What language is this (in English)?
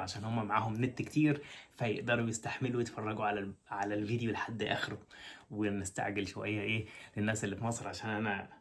Egyptian Arabic